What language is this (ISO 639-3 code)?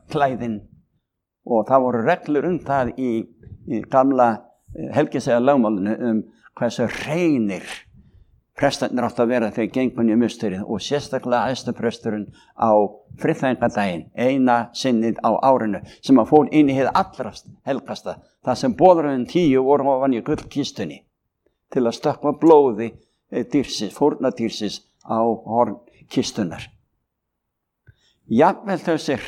isl